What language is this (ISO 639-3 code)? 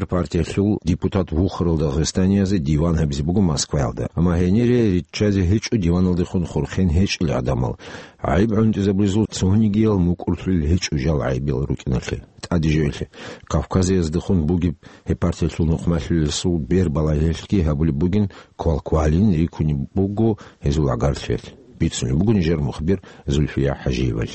ava